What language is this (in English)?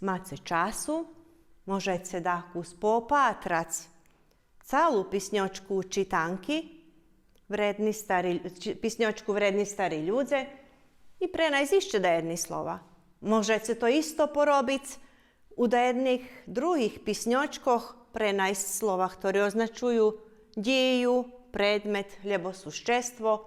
Rusyn